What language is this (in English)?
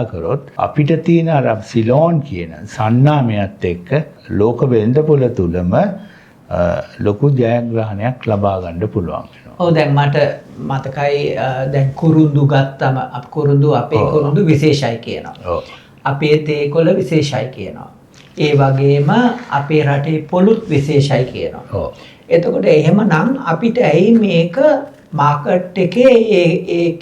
Sinhala